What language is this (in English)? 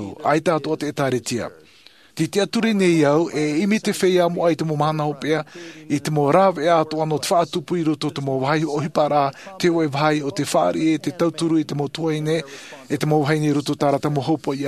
Tahitian